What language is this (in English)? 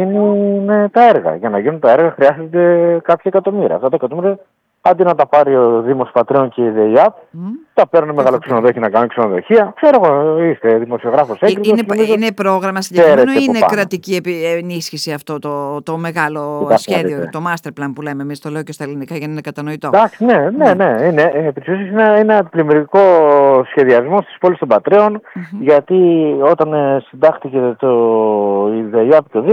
Greek